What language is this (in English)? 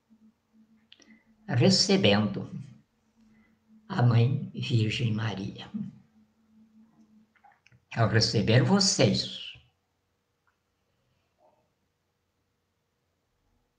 Portuguese